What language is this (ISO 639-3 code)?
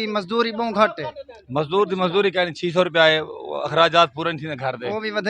skr